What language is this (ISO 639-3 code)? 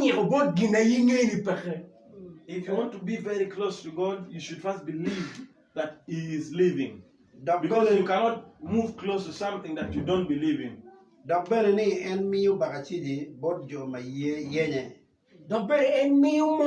ach